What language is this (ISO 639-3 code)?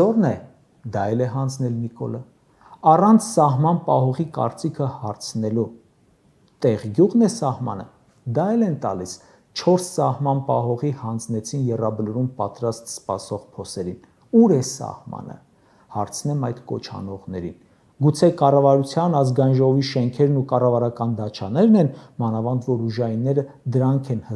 hye